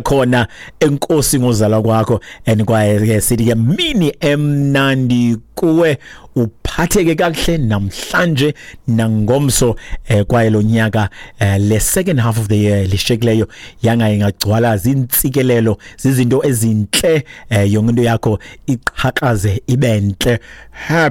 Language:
Xhosa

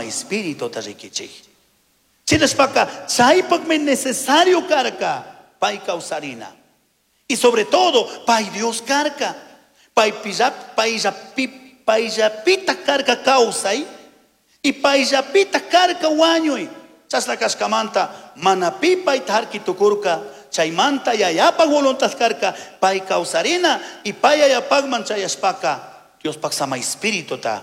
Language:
Chimborazo Highland Quichua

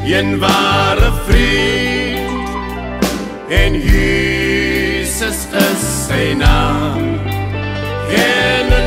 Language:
Afrikaans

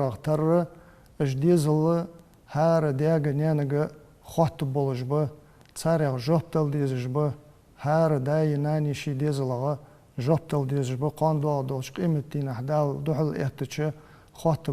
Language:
Ingush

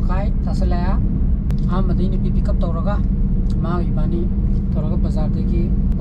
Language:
Manipuri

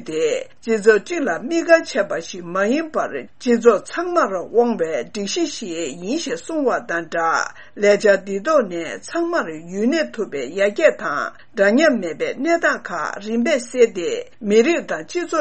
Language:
Tibetan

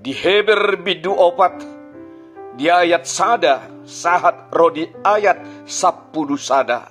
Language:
Batak Toba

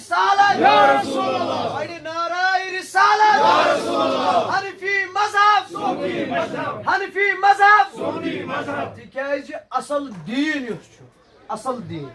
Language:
Kashmiri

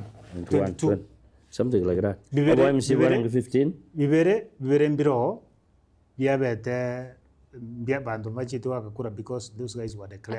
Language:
Gusii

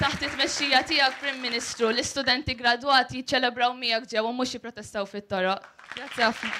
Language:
Maltese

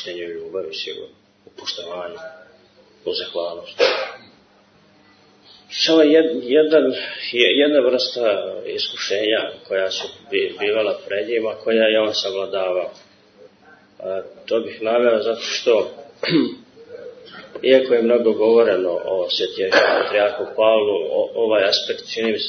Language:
Serbian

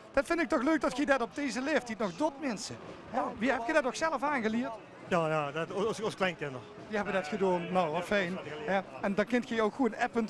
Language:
Limburgish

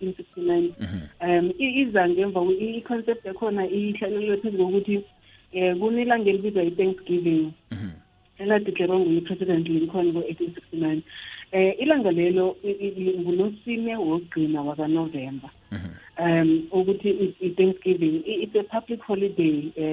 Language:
South Ndebele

